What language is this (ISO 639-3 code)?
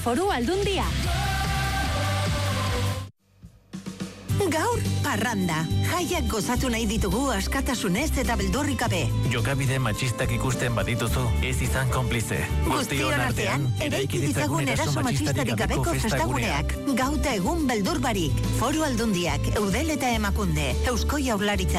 eus